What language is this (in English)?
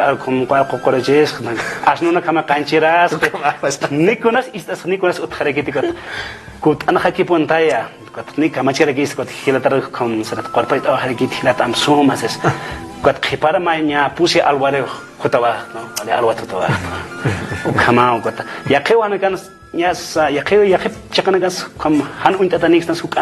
Aymara